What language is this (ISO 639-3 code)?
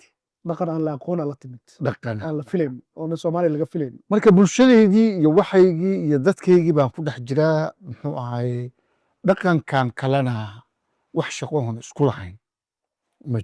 som